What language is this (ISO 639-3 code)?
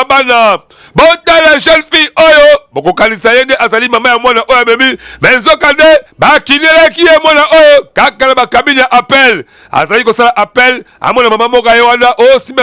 lin